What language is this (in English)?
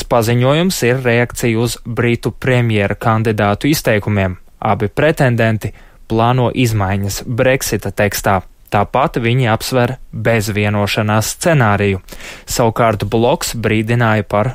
Latvian